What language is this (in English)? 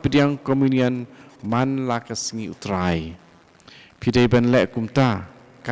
Khasi